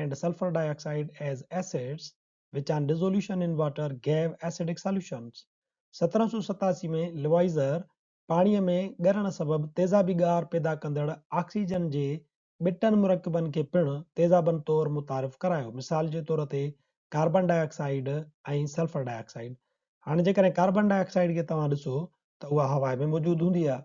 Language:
Sindhi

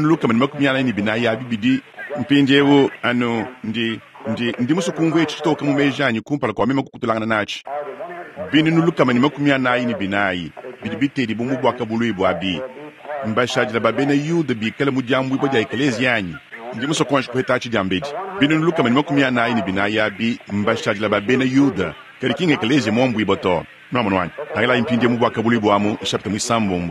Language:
Luba-Lulua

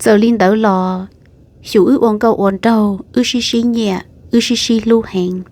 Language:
Hmong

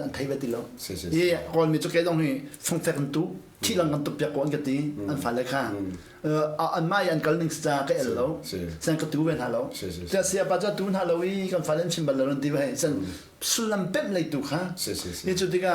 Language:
Hakha Chin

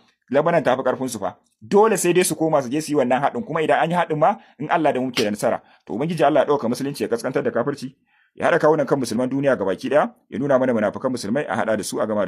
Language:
Hausa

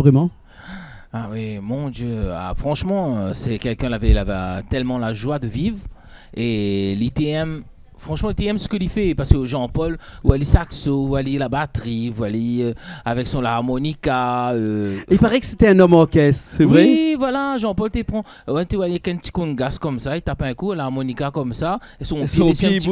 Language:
Réunion Creole French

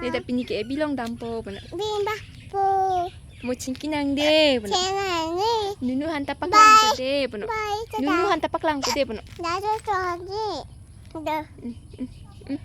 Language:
Karbi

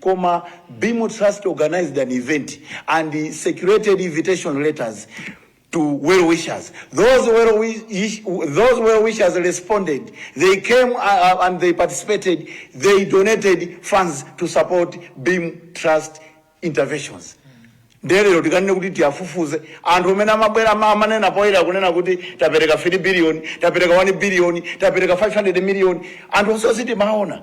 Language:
Nyanja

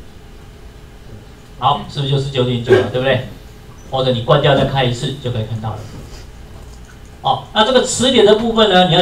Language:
Chinese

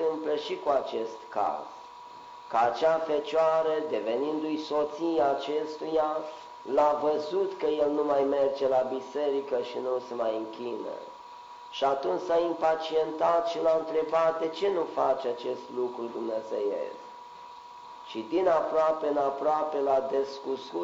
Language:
Romanian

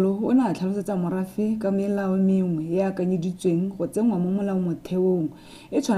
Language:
Tswana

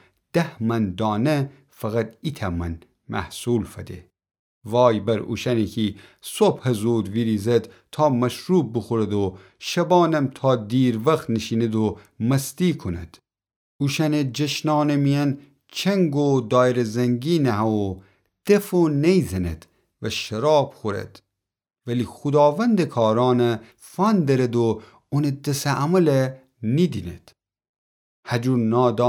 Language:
Gilaki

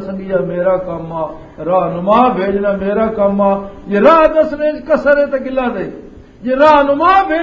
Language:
Western Panjabi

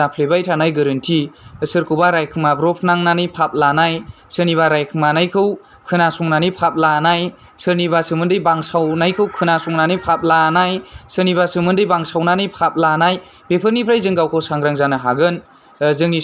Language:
Bodo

